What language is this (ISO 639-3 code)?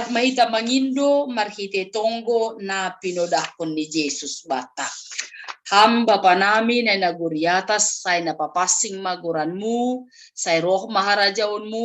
bts